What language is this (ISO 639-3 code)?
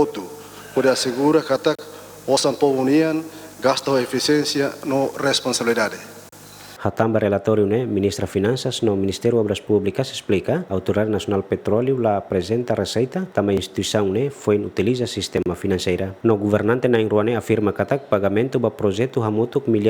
tet